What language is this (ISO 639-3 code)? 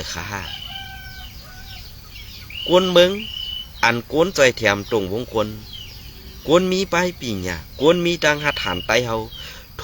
shn